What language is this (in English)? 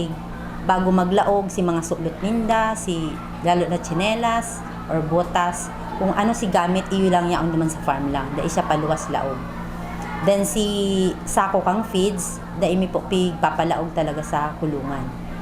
Bikol